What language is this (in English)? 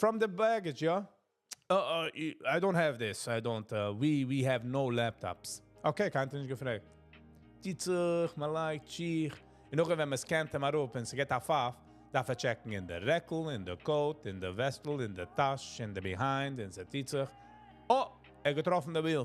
Yiddish